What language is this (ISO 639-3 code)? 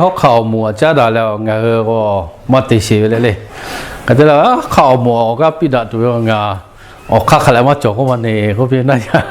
lhu